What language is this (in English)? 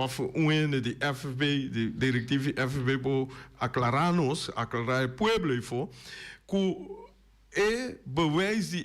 Papiamento